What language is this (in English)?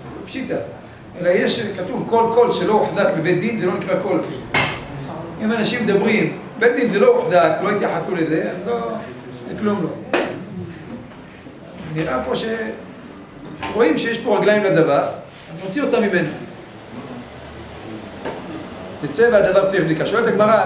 Hebrew